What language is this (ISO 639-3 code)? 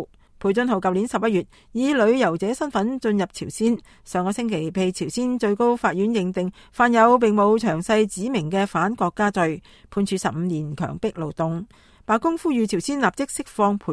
yue